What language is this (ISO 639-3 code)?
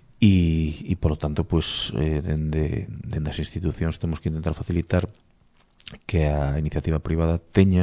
glg